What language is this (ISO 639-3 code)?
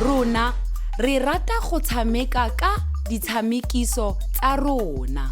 tsn